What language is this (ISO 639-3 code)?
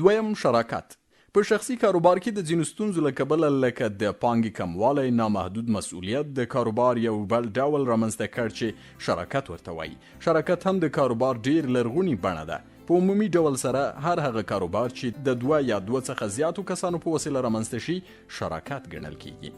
pus